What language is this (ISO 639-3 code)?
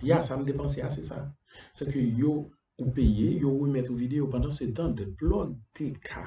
hat